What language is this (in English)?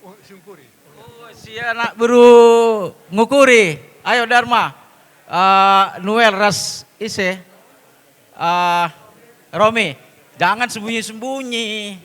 Batak Karo